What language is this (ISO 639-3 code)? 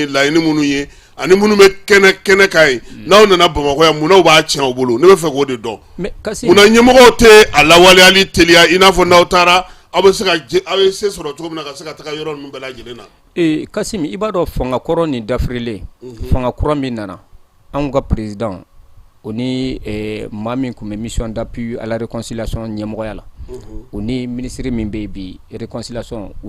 bam